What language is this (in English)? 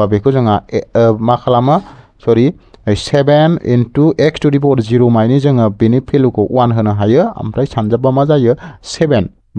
Bodo